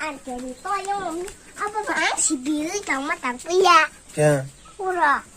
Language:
Kok Borok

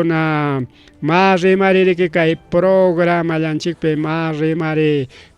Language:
Ayacucho Quechua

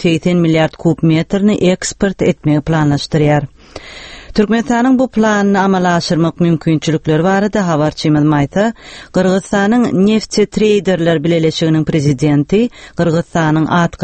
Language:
Turkmen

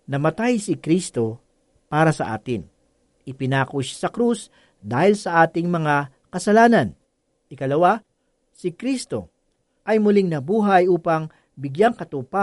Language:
Filipino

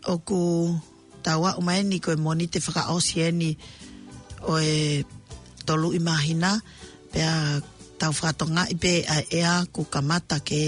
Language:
Tongan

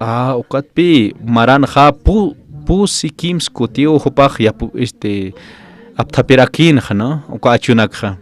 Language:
Aymara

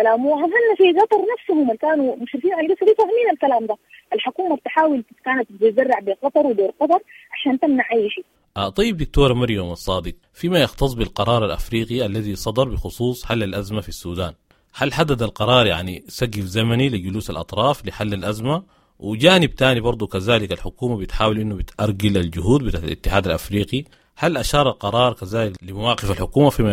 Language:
Sudanese Arabic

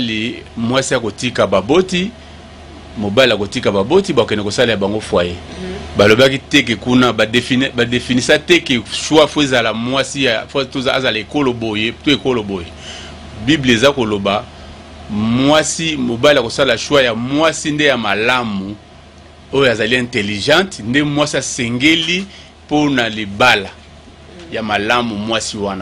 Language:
Lingala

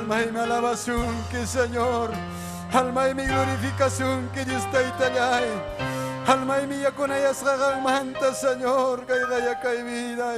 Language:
Ayacucho Quechua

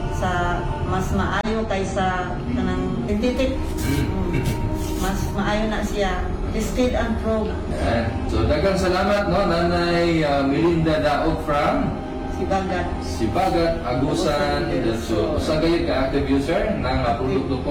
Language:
Cebuano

